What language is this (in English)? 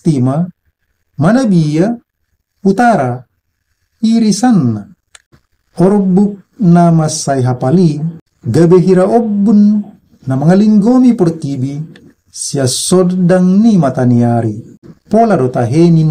Batak Toba